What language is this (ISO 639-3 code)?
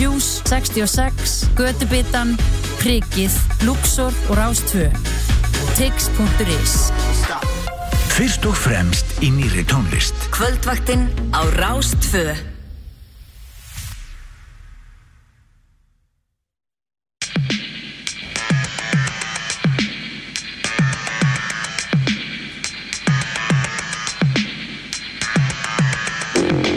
isl